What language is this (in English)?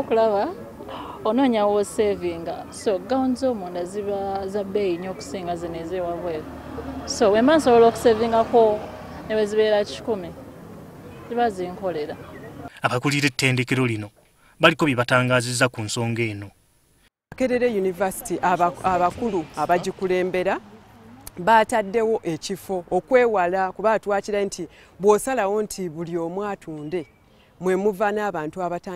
Ganda